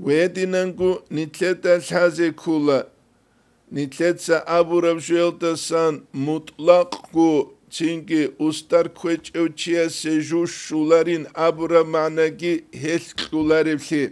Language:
Avaric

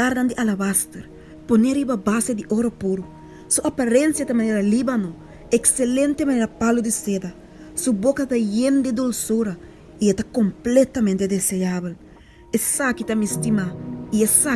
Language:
Papiamento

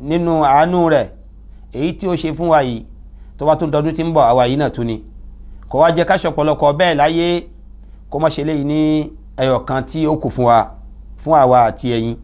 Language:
Yoruba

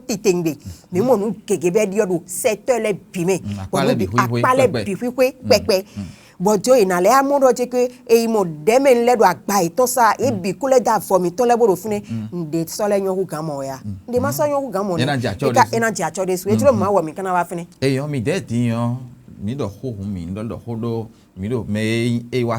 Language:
Fon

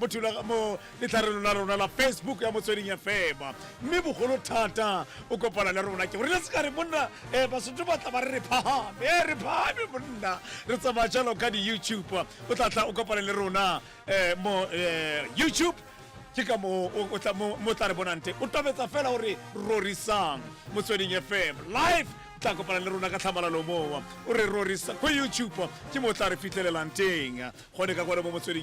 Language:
Tswana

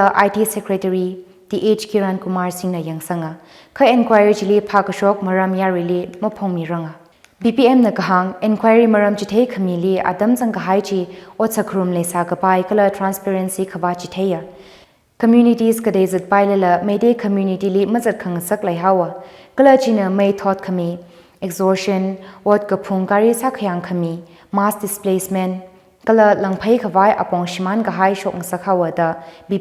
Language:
Tangkhul Naga (India)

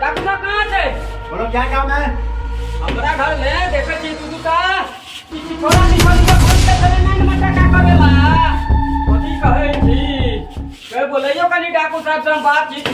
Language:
Maithili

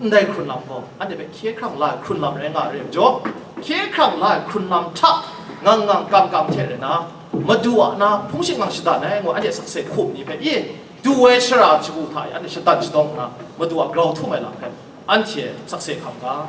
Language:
Kachin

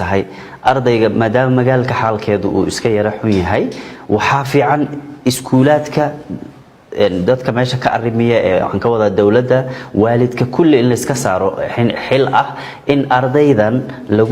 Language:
Somali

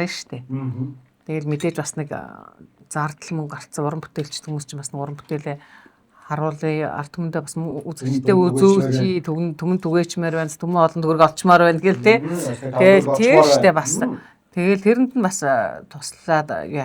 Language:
Mongolian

